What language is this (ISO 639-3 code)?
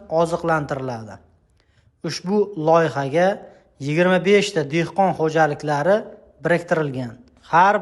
uzb